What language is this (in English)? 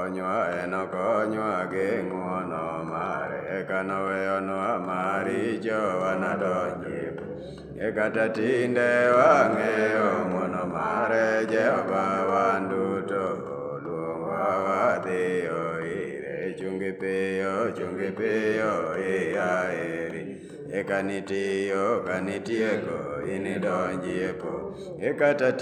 Luo (Kenya and Tanzania)